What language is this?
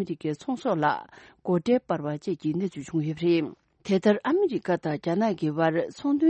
Tibetan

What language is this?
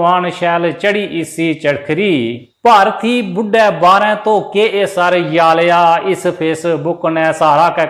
Dogri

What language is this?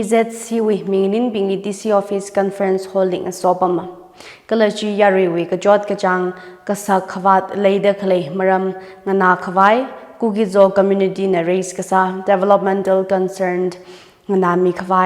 Tangkhul Naga (India)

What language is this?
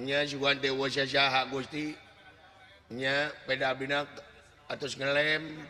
Sundanese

